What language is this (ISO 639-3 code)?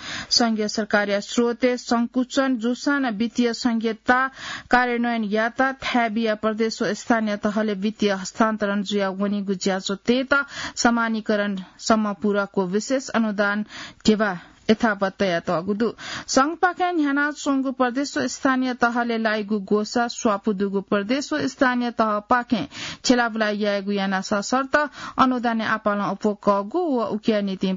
new